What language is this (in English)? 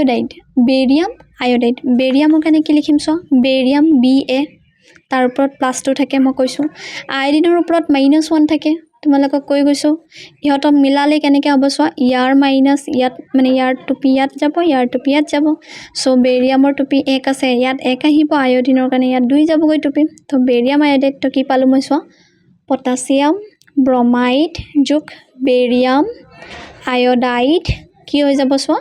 Assamese